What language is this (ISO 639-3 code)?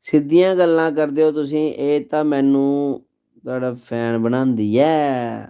doi